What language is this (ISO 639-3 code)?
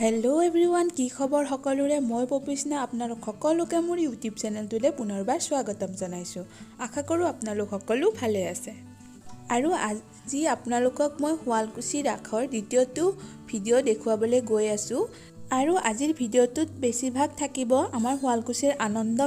asm